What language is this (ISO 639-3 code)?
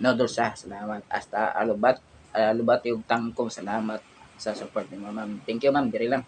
ceb